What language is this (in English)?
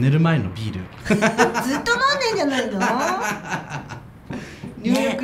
Japanese